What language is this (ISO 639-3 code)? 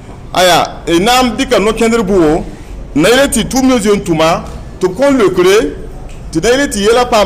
mos